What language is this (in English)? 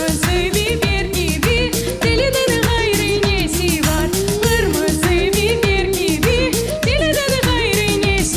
Crimean Tatar